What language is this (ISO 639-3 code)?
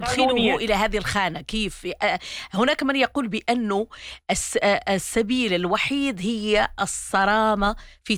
ara